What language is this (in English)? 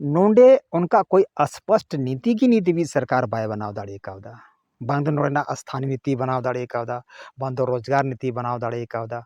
Santali